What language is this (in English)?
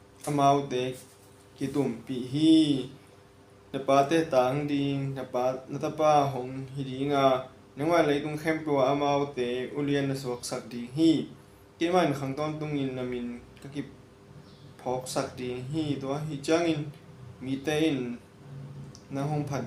Tedim Chin